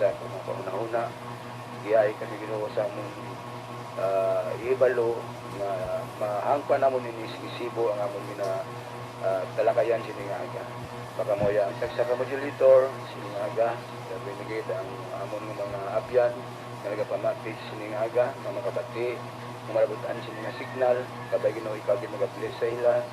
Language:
Hiligaynon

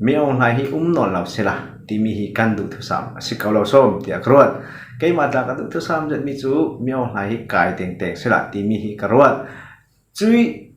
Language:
Falam Chin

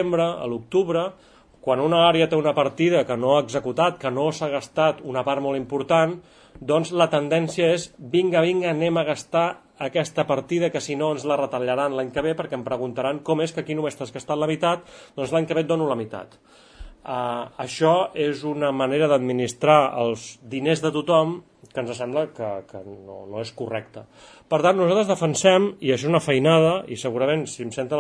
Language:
Catalan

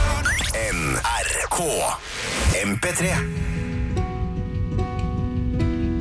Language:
Norwegian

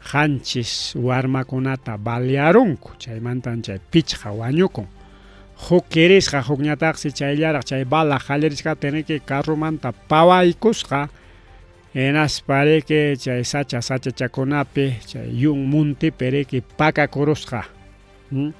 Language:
Ayacucho Quechua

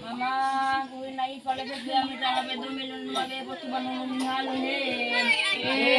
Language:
Nias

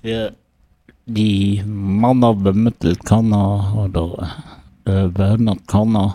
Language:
Luxembourgish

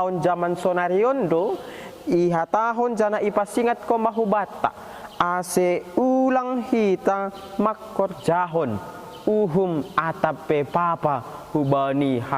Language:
Batak Simalungun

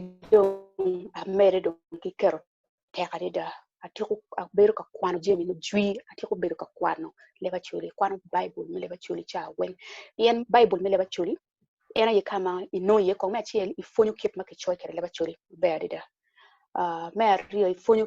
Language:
Acoli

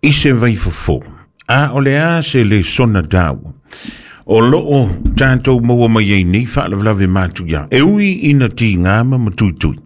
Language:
Samoan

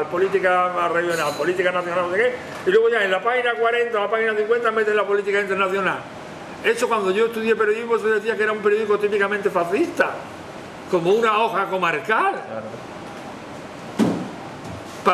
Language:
Spanish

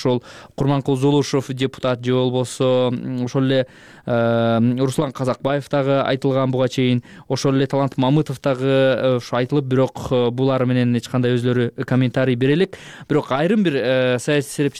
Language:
Kyrgyz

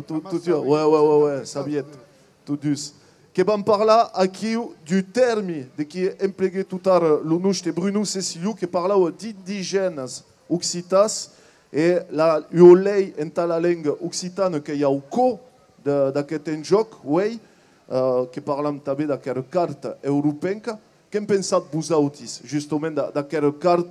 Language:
Occitan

